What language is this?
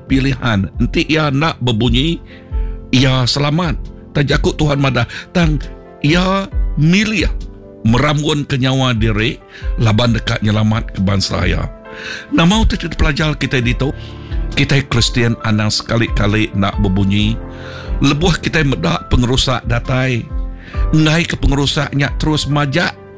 Iban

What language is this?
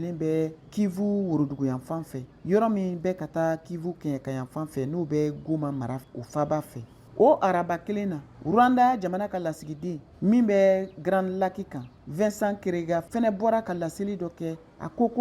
Bambara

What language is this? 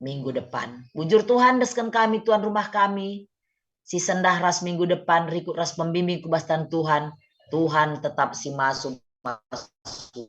Batak Karo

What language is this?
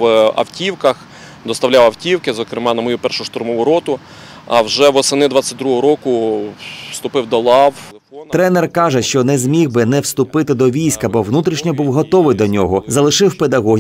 Ukrainian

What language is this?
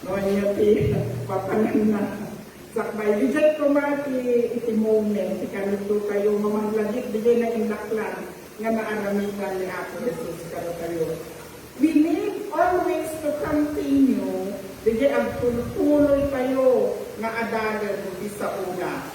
Iloko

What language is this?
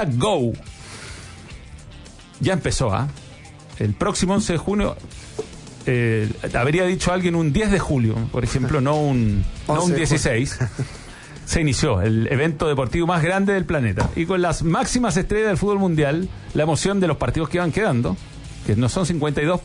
Spanish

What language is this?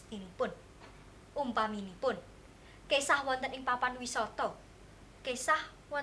Javanese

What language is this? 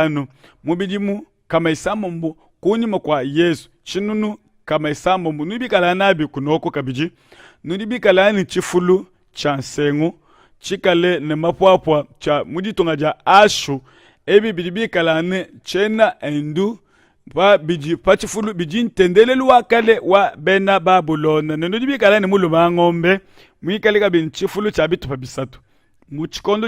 Luba-Lulua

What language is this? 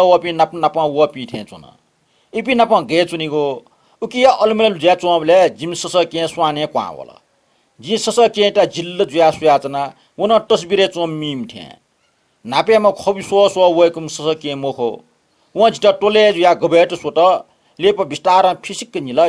Newari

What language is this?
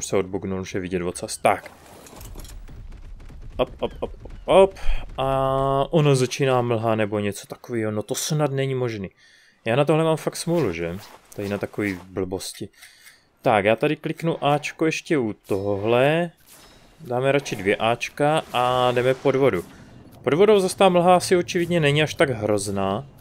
Czech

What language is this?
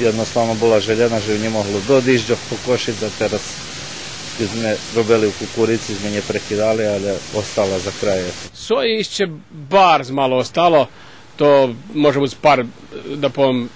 Rusyn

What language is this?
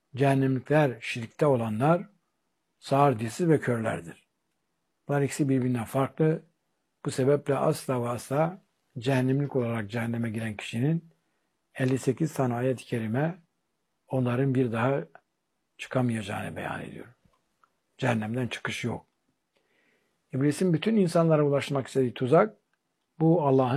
Turkish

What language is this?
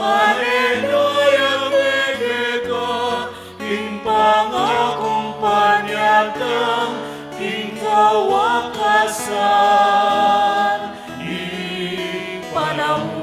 Pampanga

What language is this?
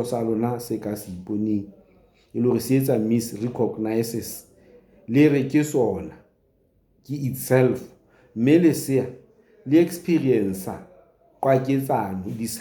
Southern Sotho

